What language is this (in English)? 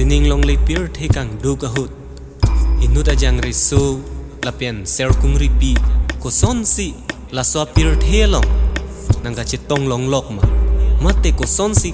Karbi